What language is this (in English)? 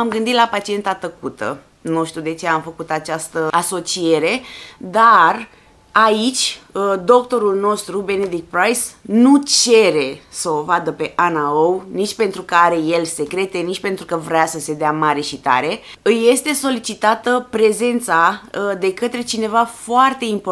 Romanian